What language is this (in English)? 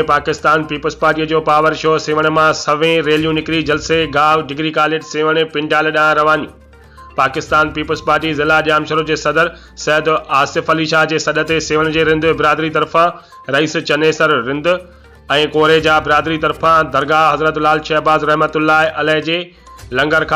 Sindhi